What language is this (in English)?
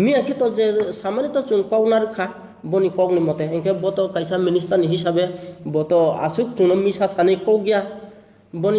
Riang (India)